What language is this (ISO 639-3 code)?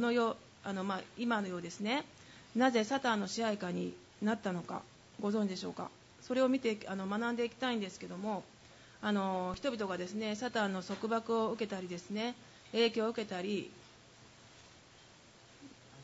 jpn